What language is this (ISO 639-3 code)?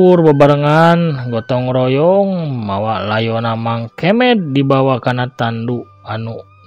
sun